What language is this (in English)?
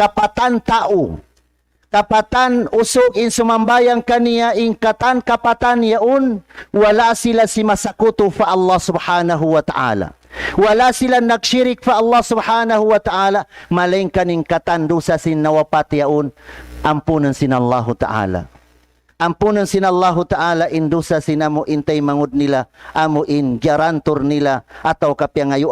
Tausug